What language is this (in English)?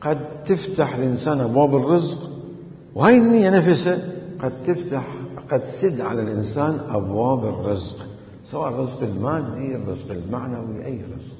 Mesopotamian Arabic